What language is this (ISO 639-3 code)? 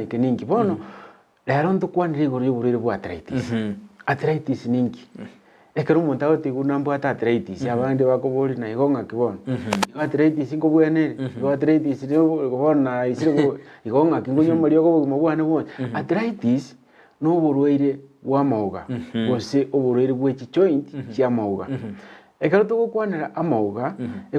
guz